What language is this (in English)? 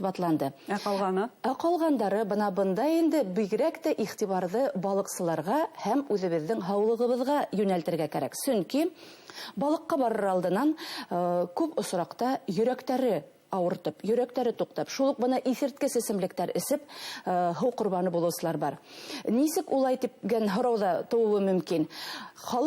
Bashkir